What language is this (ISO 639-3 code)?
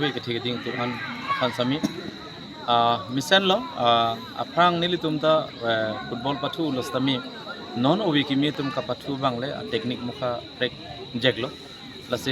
mjw